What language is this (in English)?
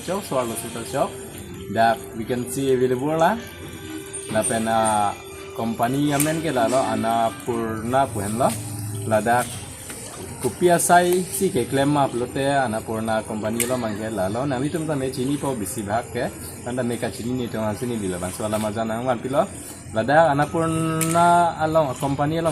Karbi